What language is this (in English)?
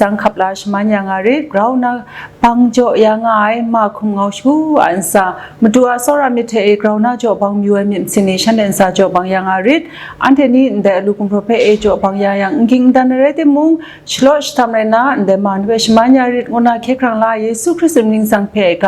Kachin